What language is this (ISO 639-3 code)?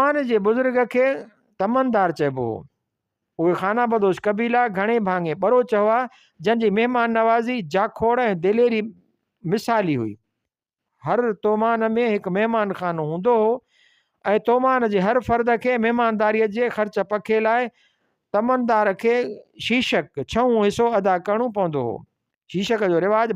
snd